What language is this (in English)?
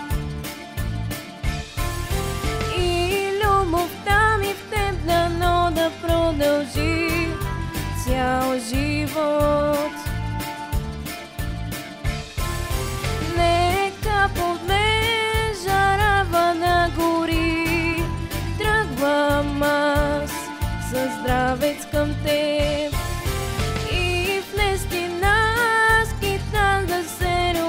Bulgarian